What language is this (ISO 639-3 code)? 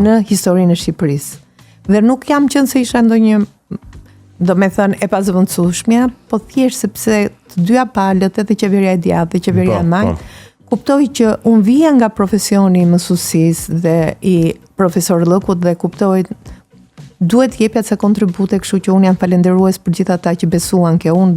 sqi